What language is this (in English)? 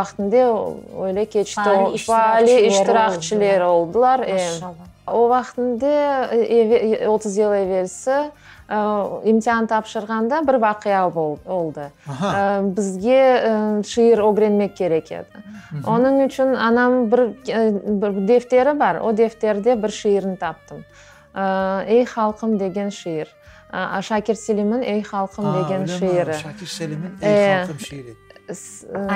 Crimean Tatar